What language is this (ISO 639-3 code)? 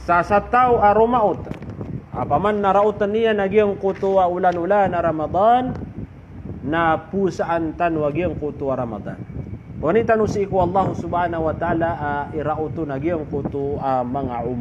mrw